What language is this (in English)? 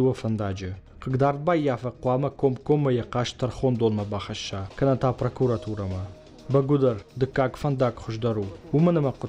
Ossetic